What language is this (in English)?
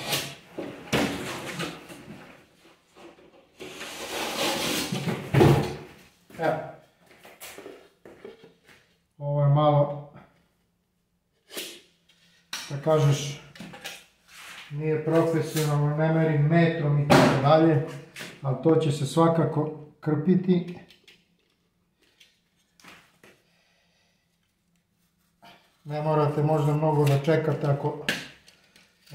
Serbian